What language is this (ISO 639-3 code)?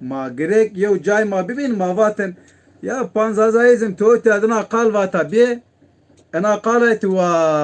zza